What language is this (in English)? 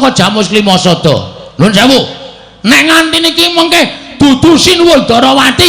Javanese